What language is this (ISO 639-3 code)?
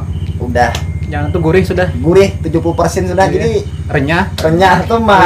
bjn